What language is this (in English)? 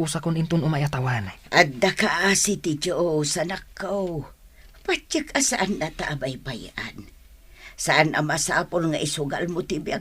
Iloko